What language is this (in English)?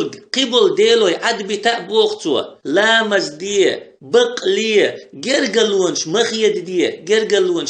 Chechen